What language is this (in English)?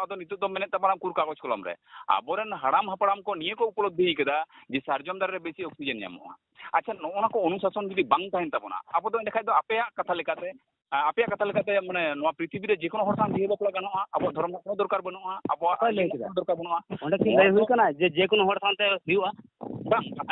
Santali